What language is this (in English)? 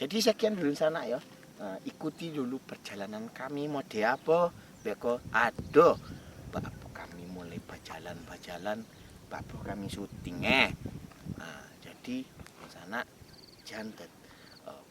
Minangkabau